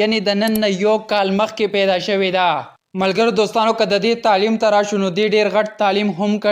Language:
Pashto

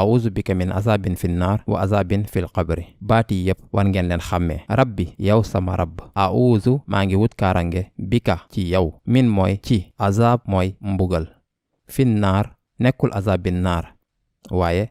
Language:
Wolof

